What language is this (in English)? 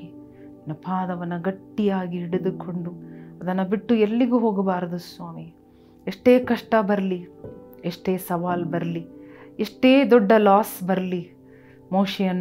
Kannada